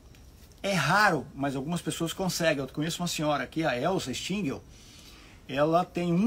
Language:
Portuguese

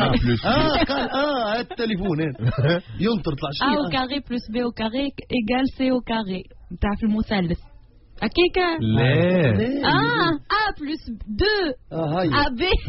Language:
Tunisian Arabic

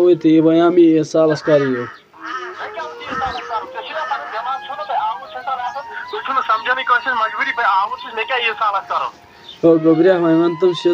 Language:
Kashmiri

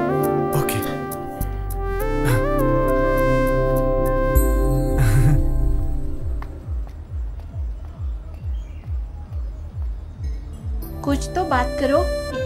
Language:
Hindi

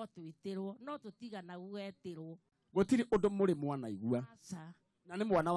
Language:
Kikuyu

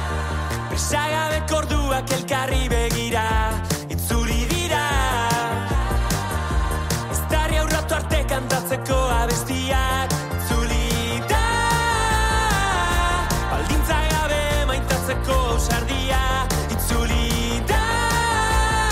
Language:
Basque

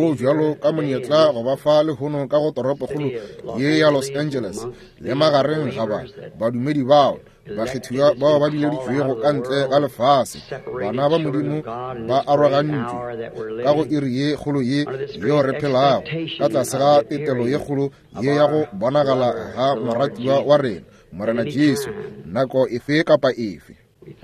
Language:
Northern Sotho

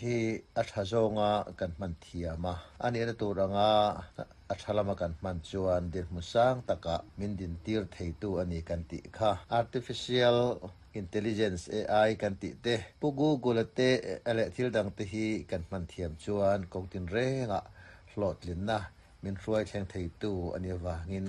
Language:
Mizo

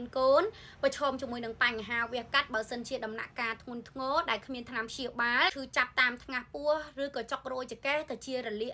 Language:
Khmer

